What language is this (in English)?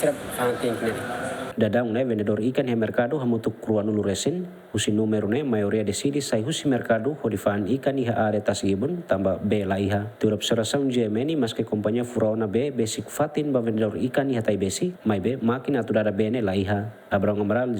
Tetum